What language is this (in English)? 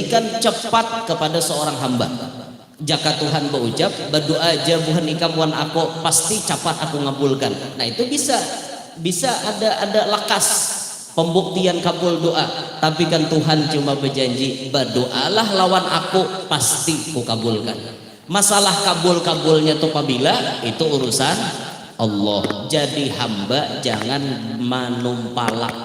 Banjar